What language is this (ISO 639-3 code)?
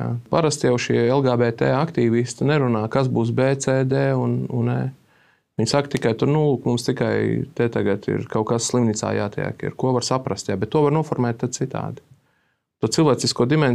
lav